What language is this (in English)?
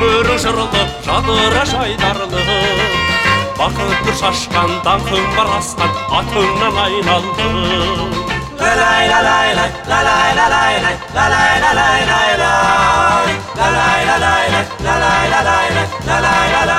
Kazakh